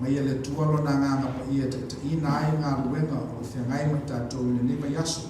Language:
Samoan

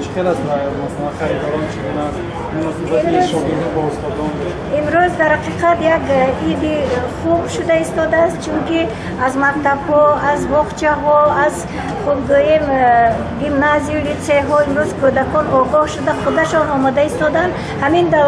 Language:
Tajik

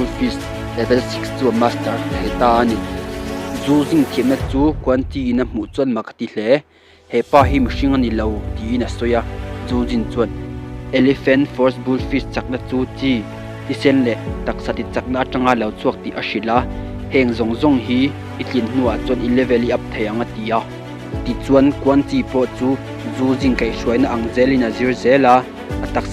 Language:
Mizo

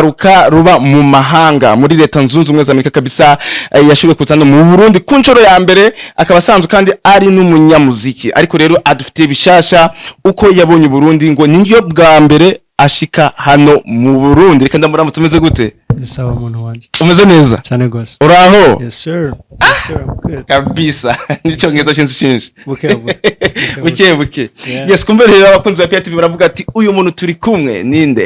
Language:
Rundi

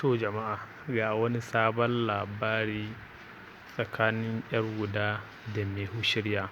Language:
Hausa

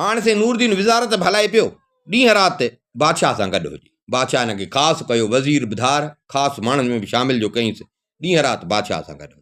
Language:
Sindhi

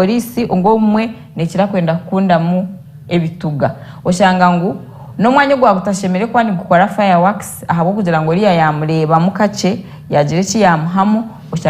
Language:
Nyankole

